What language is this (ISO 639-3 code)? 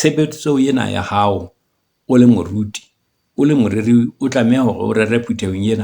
sot